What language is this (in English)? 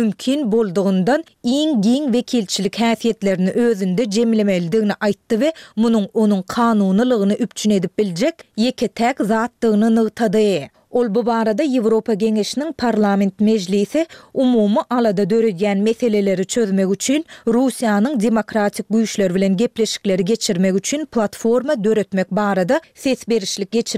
Turkmen